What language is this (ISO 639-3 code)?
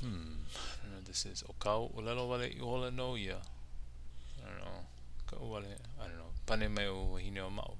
haw